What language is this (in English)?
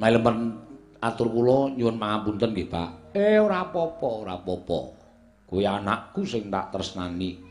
Javanese